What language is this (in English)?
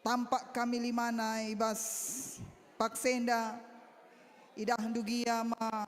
Batak Karo